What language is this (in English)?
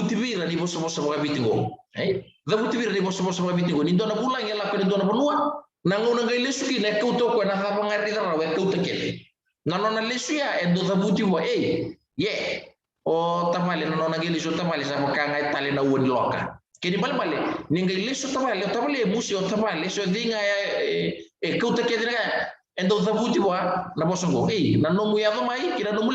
Fijian